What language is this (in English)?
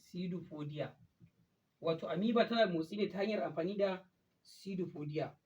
Hausa